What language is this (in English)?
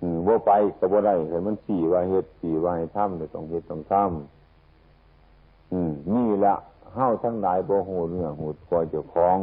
Northeastern Thai